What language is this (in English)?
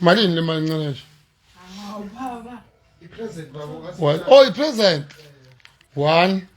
Zulu